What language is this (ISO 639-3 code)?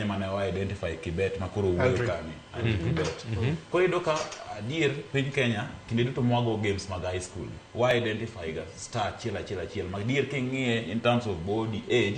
luo